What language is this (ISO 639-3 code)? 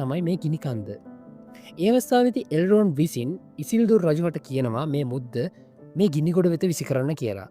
sin